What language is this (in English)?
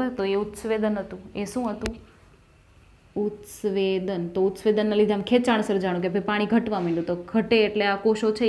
Gujarati